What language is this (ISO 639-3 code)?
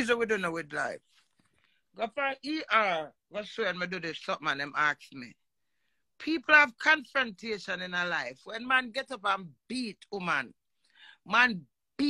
jam